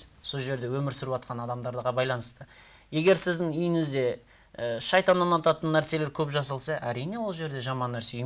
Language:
Kazakh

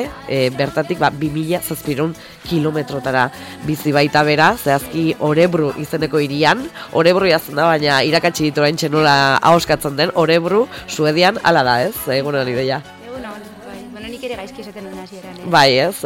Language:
Basque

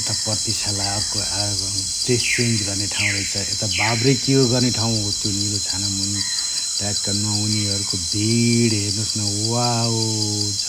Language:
Nepali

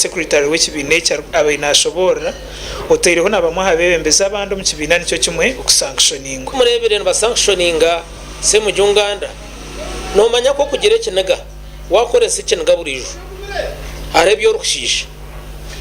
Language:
Nyankole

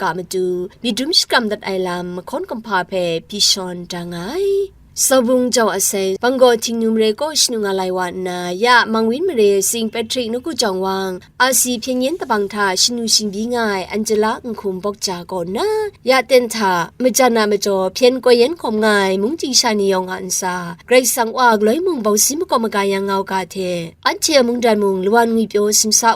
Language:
Kachin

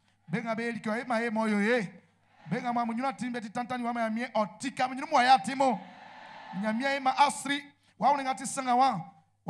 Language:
Baoulé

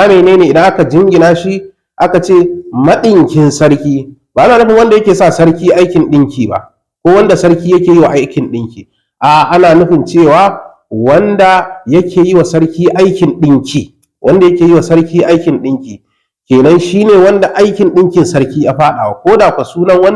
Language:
Hausa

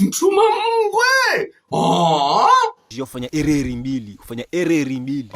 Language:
Ngazidja Comorian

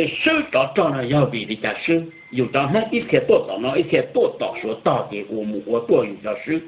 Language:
Hmong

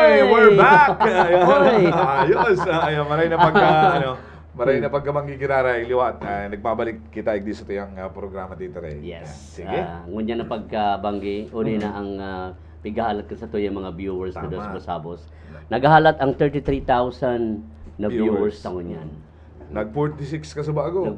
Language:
Bikol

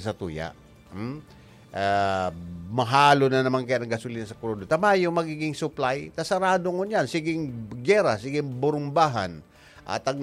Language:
Bikol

